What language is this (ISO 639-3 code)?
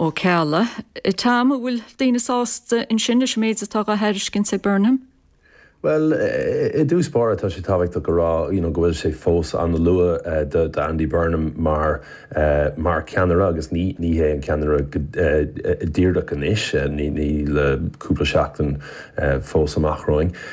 gle